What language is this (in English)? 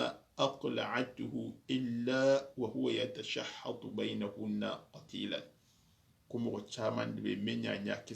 Soninke